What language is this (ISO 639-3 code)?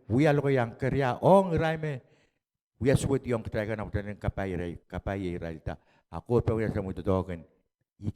pon